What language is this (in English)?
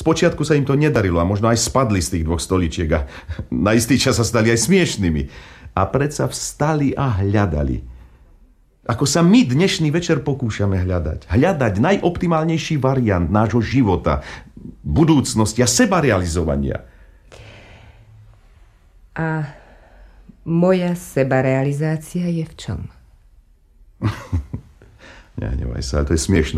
Slovak